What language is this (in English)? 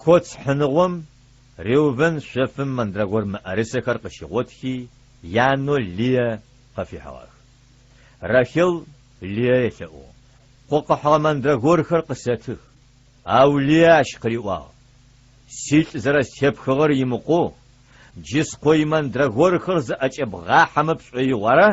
Adyghe